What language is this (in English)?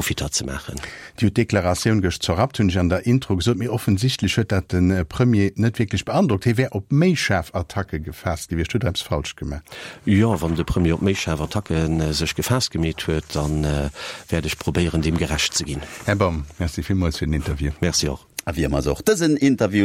Luxembourgish